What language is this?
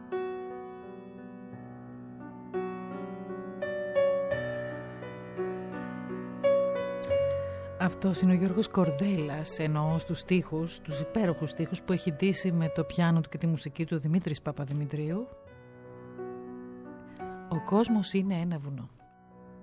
Greek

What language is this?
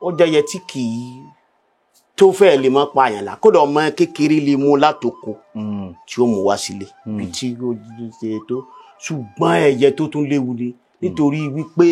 Yoruba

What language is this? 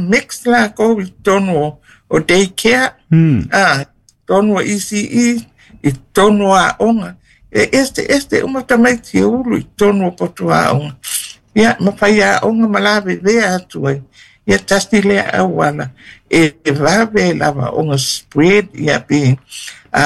Samoan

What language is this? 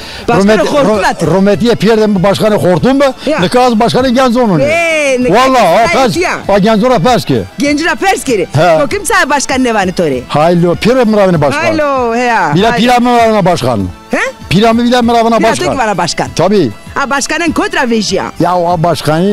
Zaza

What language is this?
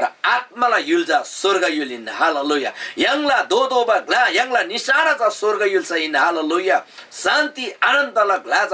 Eastern Tamang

